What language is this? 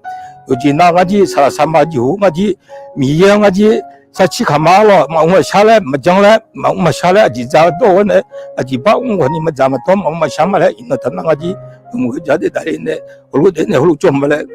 Akha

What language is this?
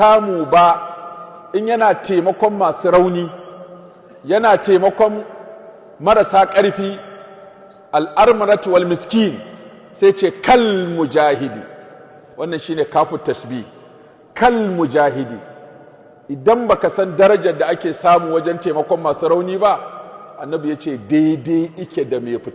Hausa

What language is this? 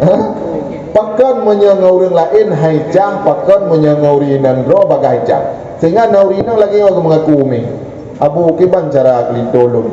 Achinese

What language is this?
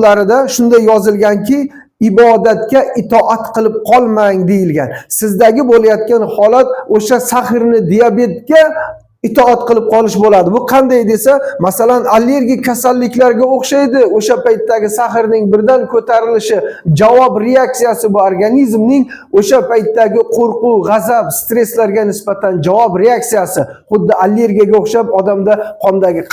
Uzbek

